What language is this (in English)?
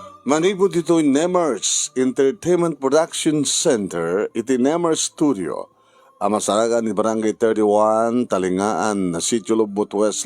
Iloko